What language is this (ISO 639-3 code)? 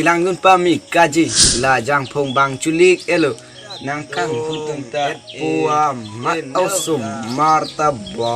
mjw